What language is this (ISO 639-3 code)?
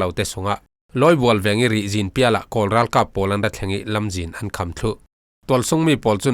cfm